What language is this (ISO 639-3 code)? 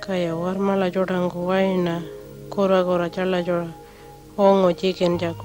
pjt